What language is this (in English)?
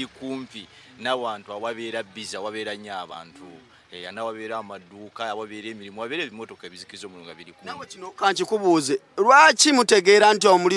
Ganda